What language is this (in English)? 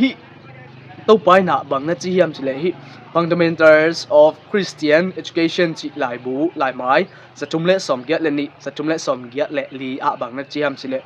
Tedim Chin